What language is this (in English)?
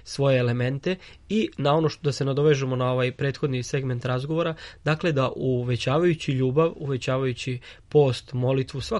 Serbian